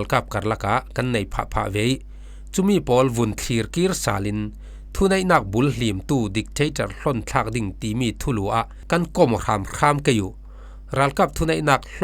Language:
Falam Chin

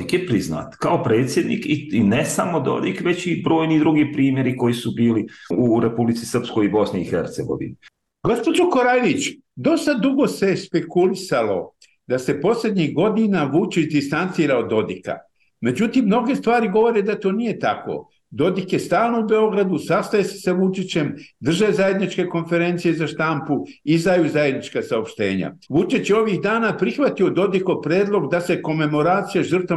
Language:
Bosnian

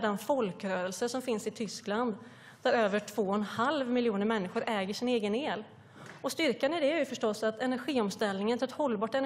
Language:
Swedish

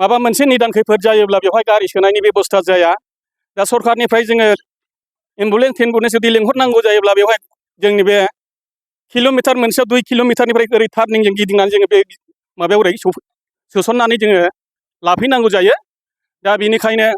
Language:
Bodo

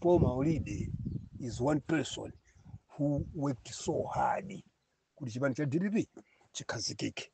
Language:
Nyanja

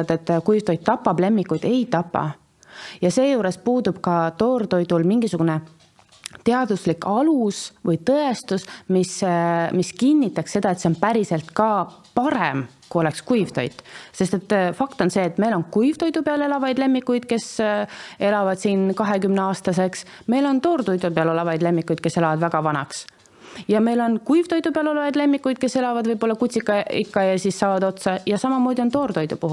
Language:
Estonian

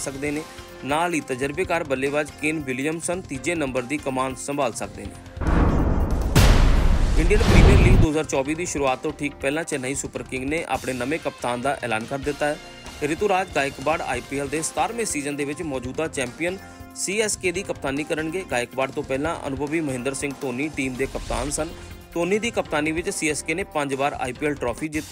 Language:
Punjabi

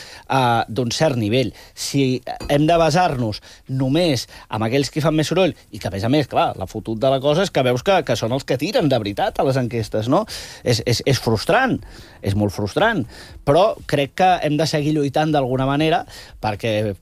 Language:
Catalan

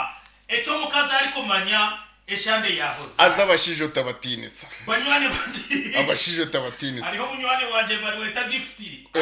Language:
Nyankole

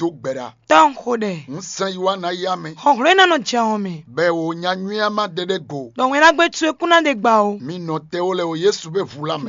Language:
Fon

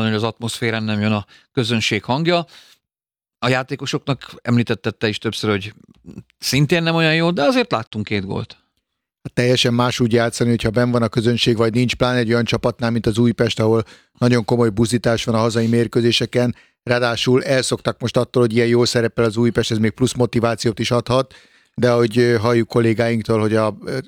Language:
Hungarian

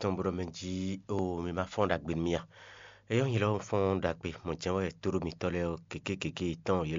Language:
Fon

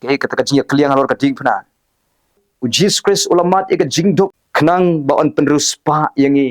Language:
Khasi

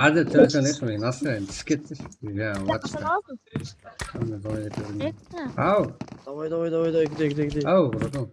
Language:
Kara-Kalpak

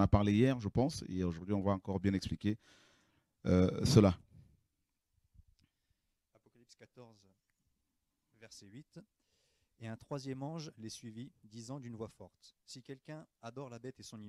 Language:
French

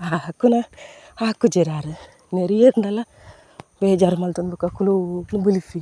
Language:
Tulu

